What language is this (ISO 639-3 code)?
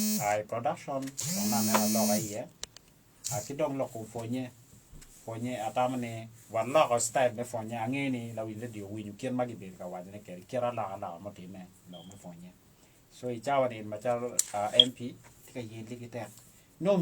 ach